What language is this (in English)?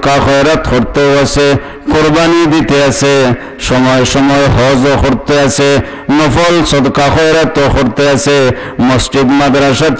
Sylheti